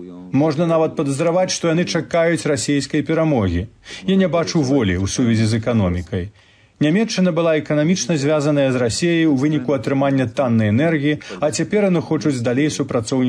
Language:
Belarusian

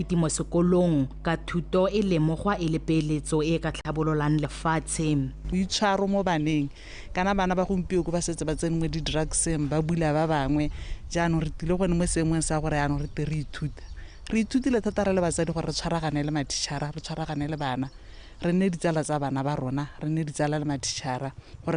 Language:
Tswana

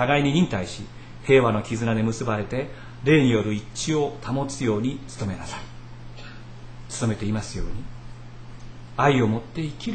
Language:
Japanese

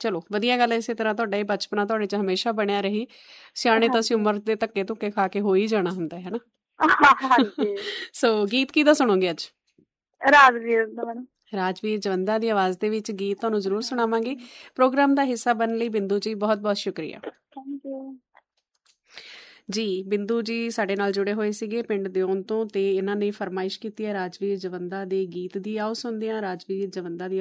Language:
Punjabi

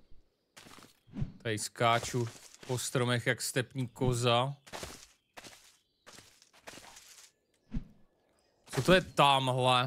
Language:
Czech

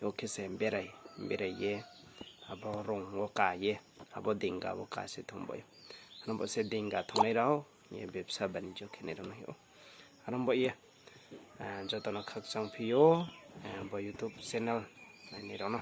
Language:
Riang (India)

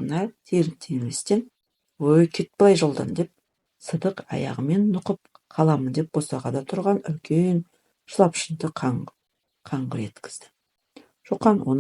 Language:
Kazakh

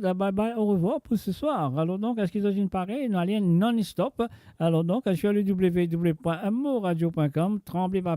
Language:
Morisyen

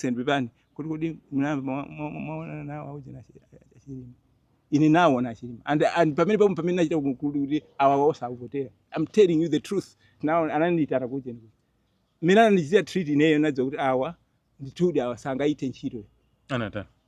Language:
Nyanja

